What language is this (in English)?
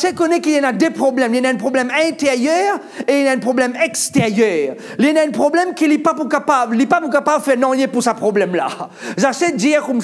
Morisyen